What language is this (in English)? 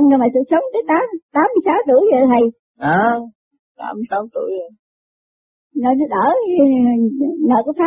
Vietnamese